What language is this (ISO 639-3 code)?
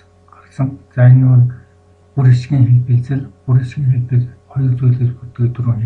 mon